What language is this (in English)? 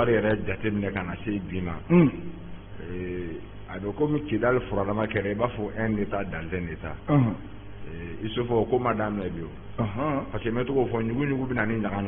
Bambara